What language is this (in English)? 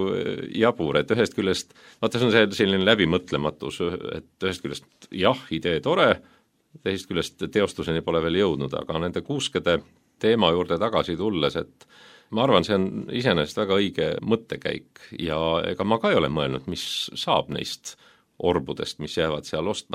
Estonian